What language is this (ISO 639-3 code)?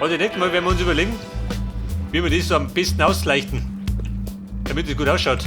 bar